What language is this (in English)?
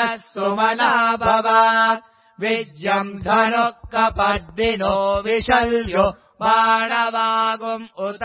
Sanskrit